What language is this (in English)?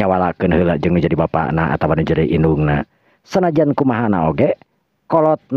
Sundanese